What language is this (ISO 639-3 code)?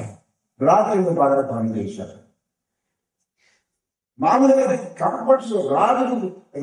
tel